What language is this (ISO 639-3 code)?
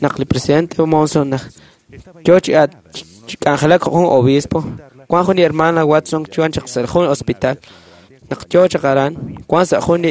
kek